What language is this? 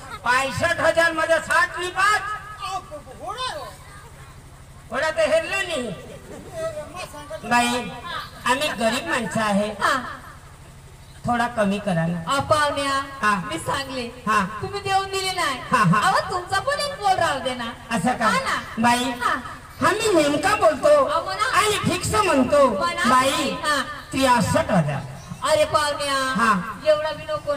Marathi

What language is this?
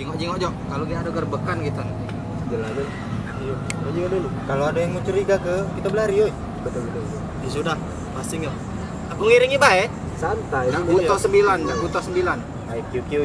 Musi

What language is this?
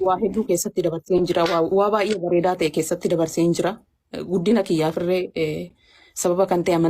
Oromo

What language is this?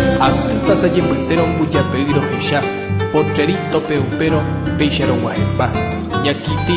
Guarani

